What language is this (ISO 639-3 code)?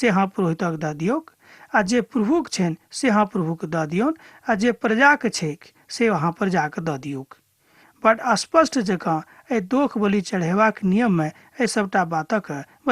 mai